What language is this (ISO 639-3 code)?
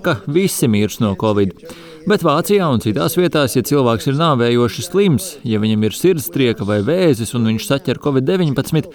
lav